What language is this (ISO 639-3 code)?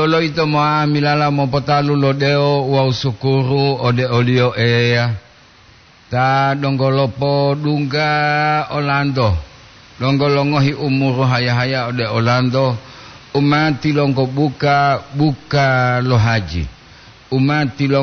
gor